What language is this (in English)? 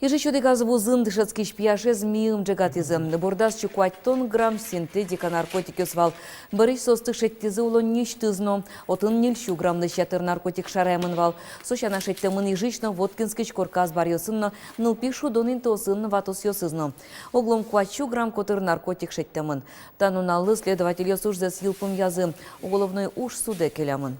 Udmurt